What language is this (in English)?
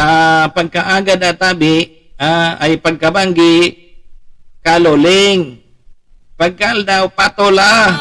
Bikol